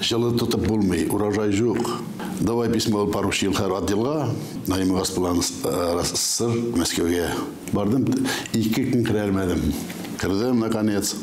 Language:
Tatar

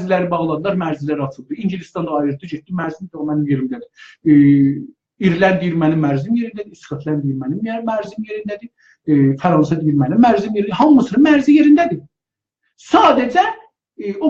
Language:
South Azerbaijani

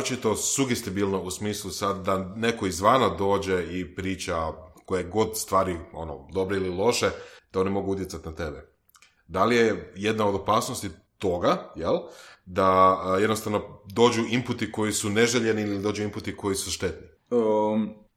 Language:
Croatian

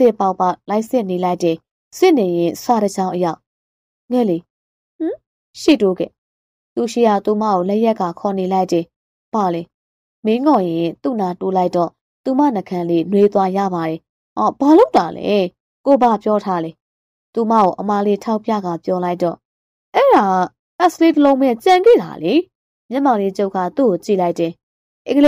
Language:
Burmese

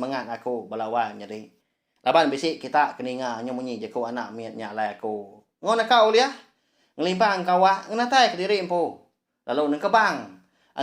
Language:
Iban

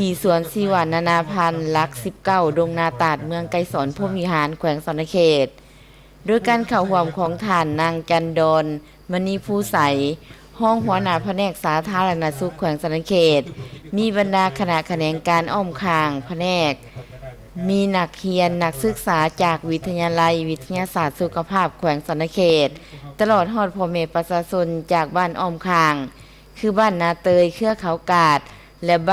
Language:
Lao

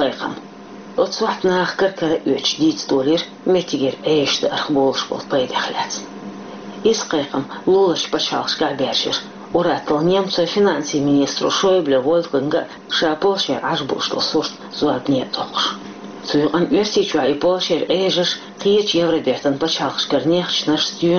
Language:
Chechen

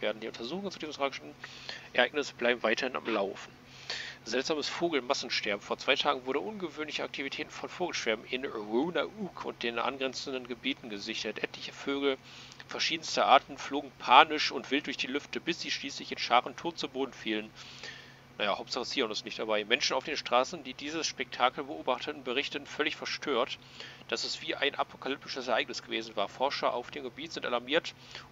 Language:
German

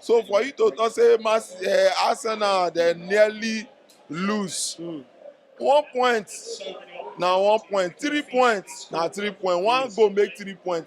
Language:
Nigerian Pidgin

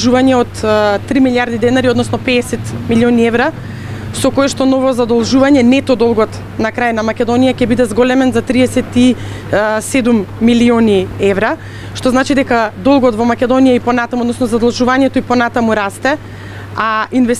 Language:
Macedonian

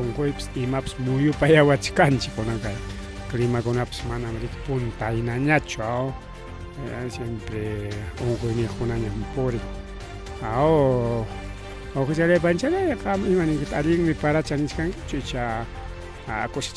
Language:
Ayacucho Quechua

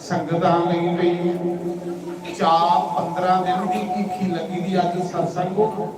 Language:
Dogri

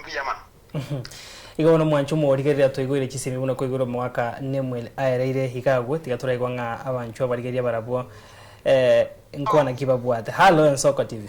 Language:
Gusii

